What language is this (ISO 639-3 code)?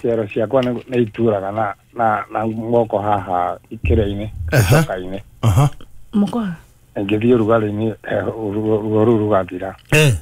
kik